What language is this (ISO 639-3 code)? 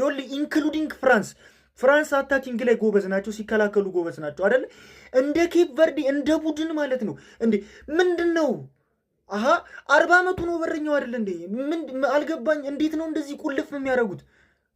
amh